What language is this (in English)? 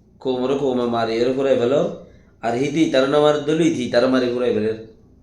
Rohingya